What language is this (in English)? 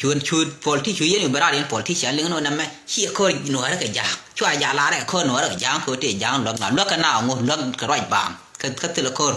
Nuer